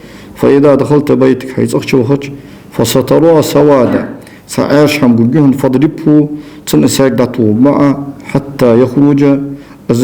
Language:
Ingush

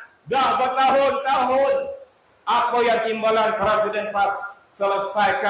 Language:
Malay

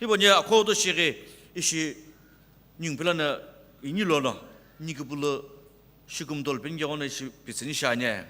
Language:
Sumi Naga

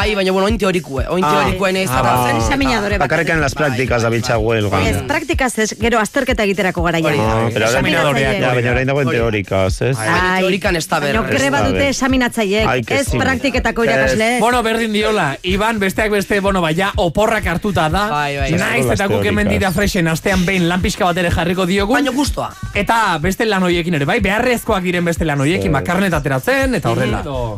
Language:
Basque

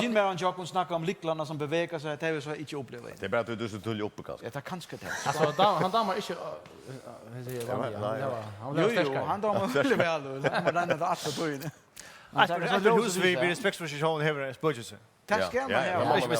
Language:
Faroese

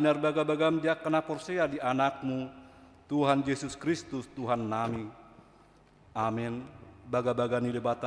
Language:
Batak Toba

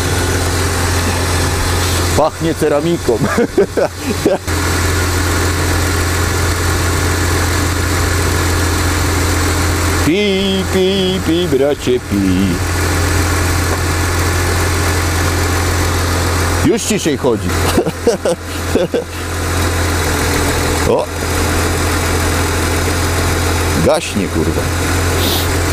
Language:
Polish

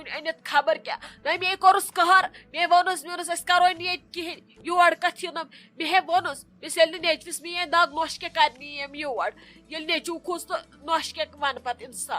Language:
Kashmiri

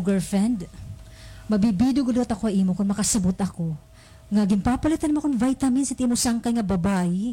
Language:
Waray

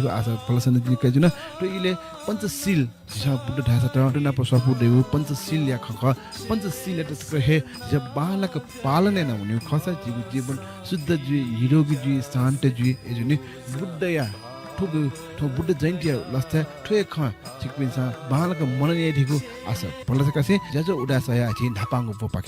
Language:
Newari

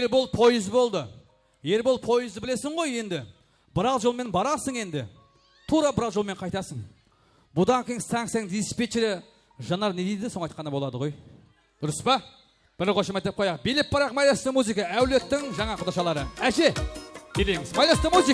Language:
Kara-Kalpak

